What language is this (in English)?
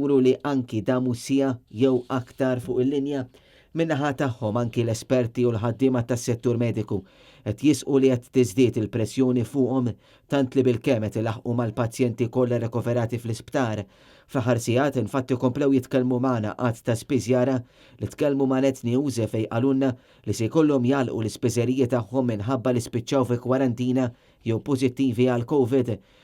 Maltese